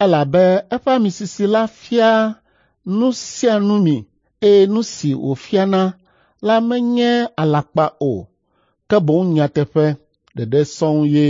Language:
Ewe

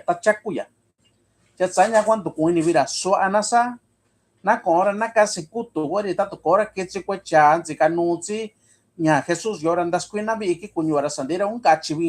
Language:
Mixtepec Mixtec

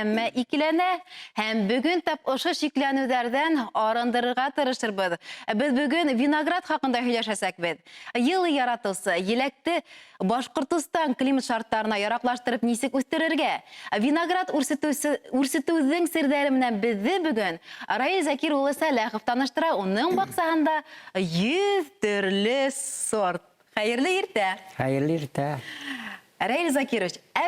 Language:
Bashkir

